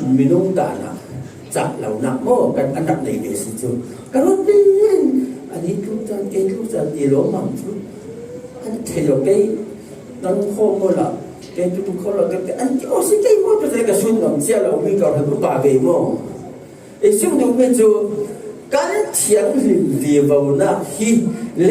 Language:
Falam Chin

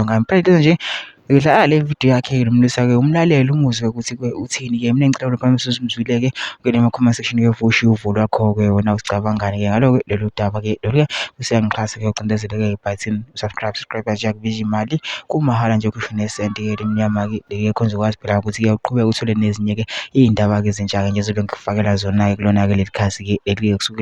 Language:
Zulu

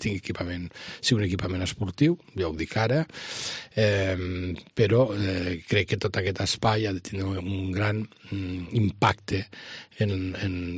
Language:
Catalan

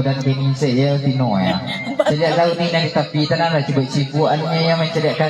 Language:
Minangkabau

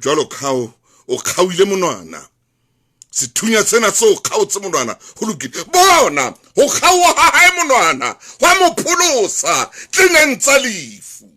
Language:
Southern Sotho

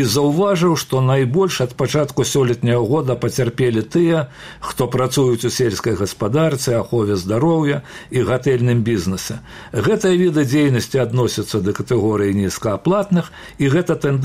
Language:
Belarusian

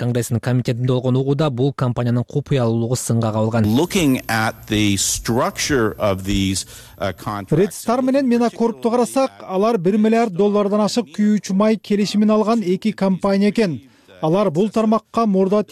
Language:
Kyrgyz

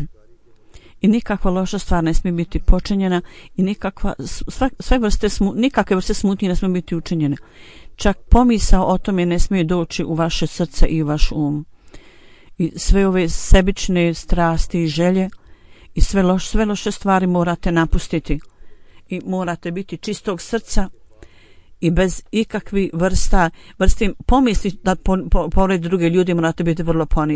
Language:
Bosnian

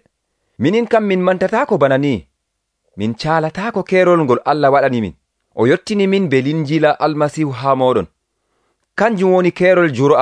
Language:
Nigerian Fulfulde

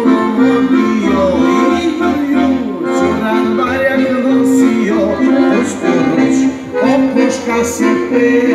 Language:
Serbian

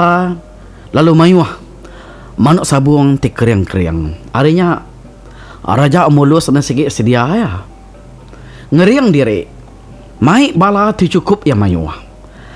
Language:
Iban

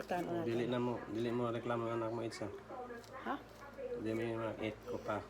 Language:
Cebuano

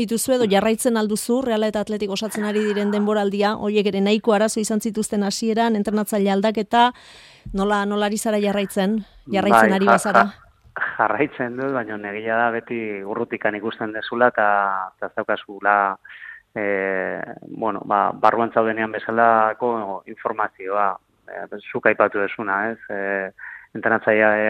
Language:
Basque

